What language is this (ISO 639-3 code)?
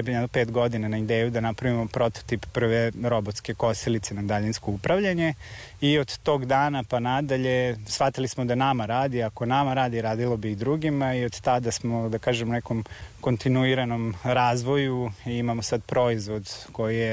srp